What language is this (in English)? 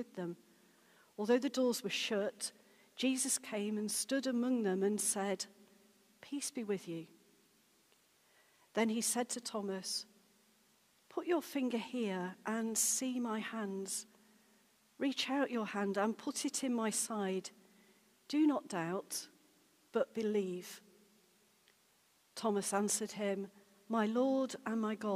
English